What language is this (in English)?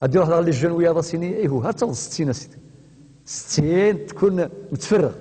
Kabyle